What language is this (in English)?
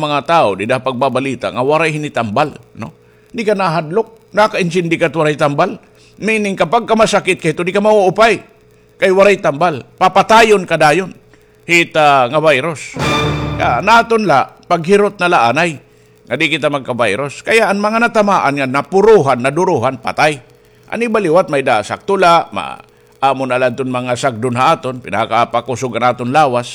Waray